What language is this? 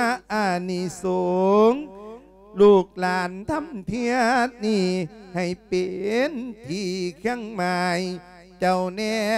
Lao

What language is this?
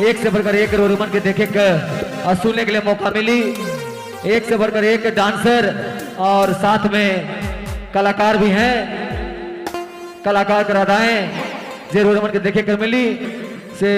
Sadri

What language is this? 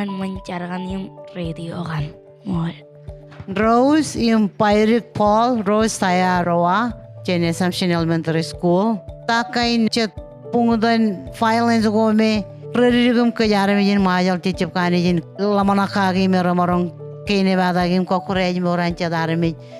Marshallese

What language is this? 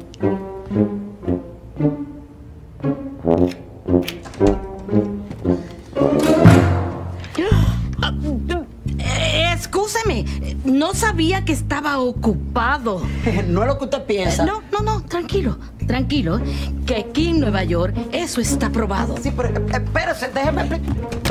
Spanish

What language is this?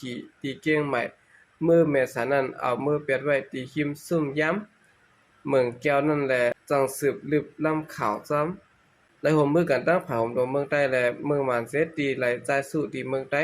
Shan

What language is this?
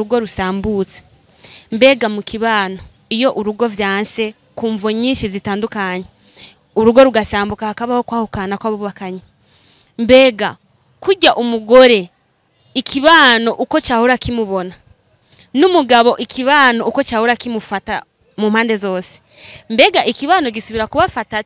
Rundi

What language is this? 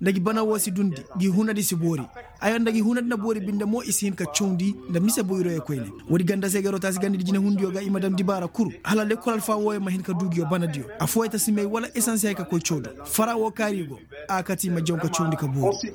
Koyraboro Senni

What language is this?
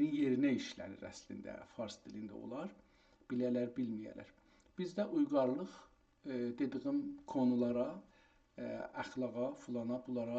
South Azerbaijani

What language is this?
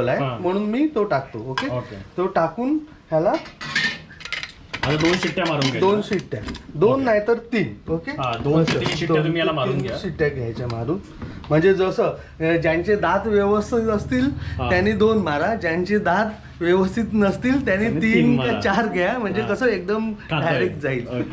Marathi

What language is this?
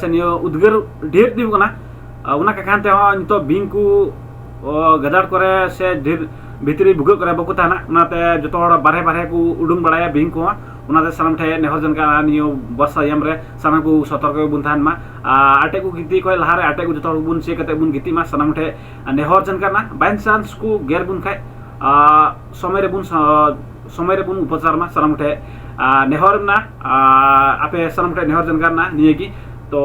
Santali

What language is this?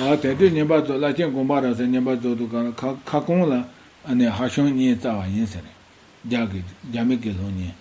Tibetan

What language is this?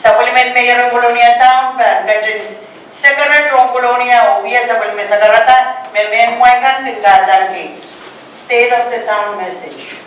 Pohnpeian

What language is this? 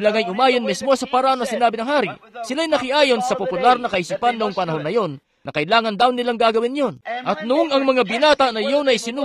Filipino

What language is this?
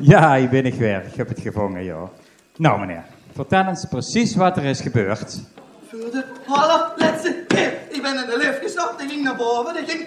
Limburgish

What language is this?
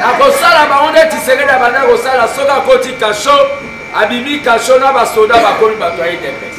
Lingala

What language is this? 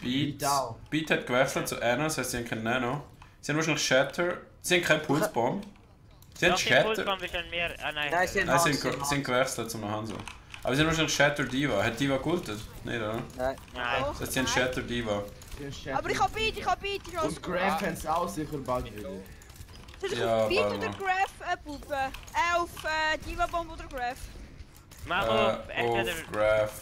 Swiss German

